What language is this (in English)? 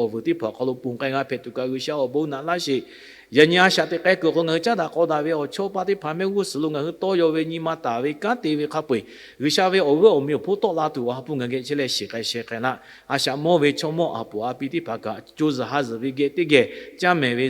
Lahu